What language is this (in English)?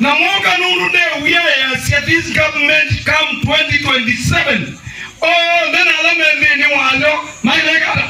Kamba